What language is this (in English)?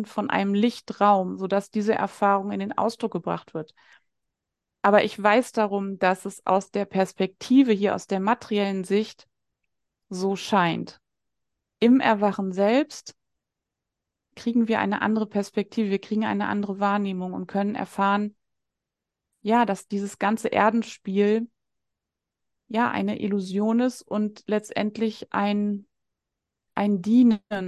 German